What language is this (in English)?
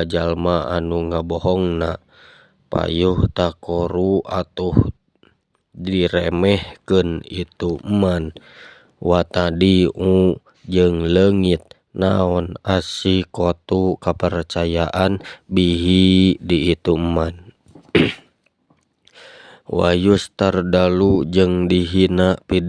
Sundanese